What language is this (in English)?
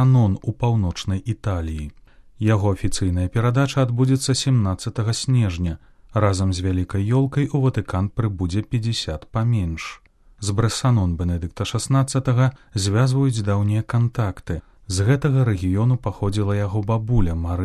Belarusian